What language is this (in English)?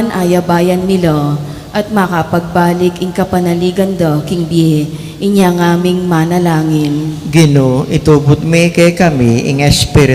Pampanga